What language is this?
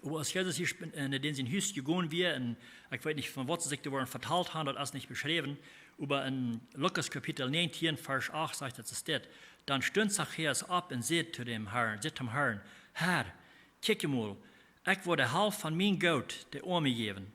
Plautdietsch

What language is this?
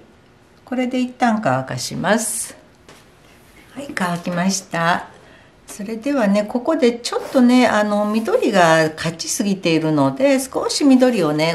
Japanese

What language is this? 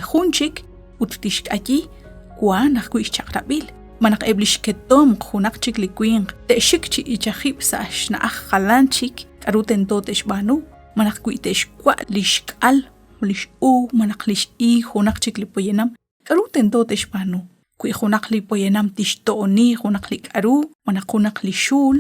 Kekchí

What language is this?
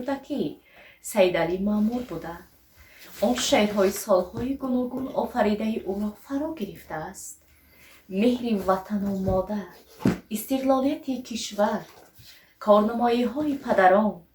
Tajik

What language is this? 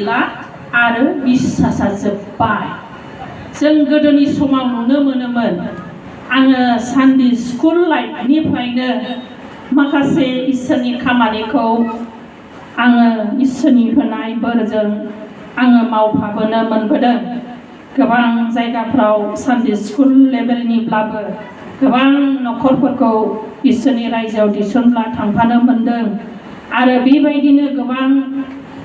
Bodo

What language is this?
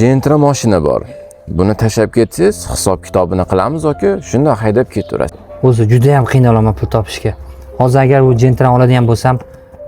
Uzbek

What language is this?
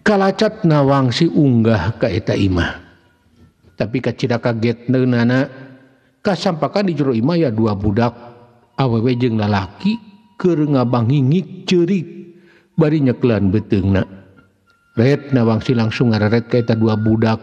Sundanese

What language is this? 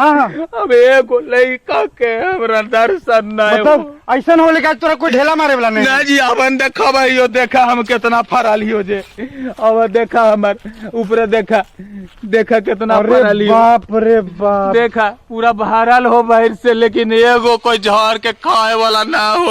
Magahi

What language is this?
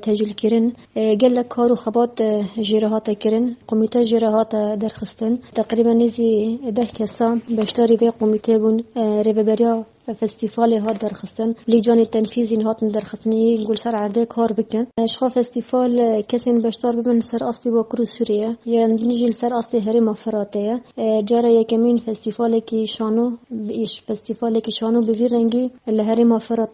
Kurdish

